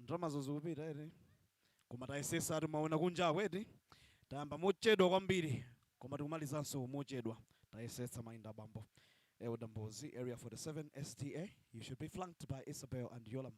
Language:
Nyanja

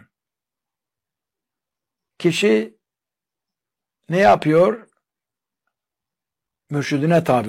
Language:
Turkish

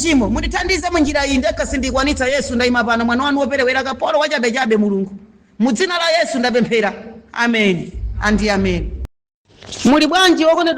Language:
Nyanja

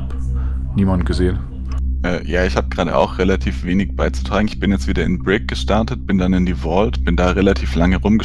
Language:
Swiss German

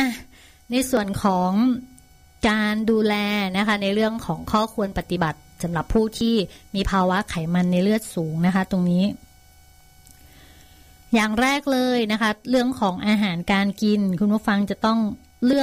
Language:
Thai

